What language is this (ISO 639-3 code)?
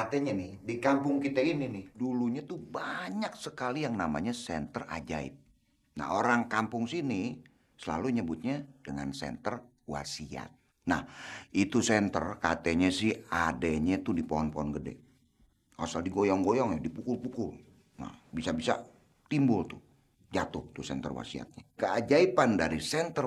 bew